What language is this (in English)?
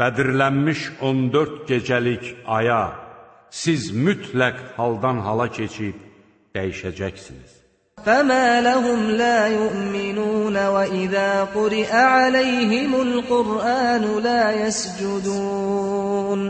Azerbaijani